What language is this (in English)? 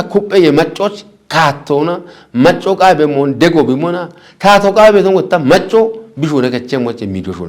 Kafa